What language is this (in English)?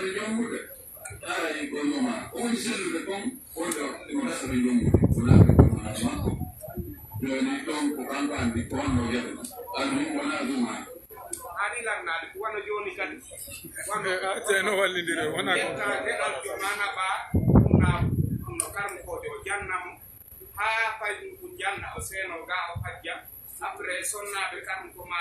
Pular